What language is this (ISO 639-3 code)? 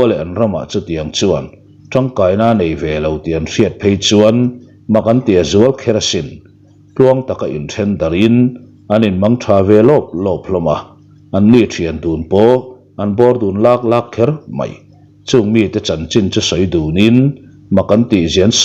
lus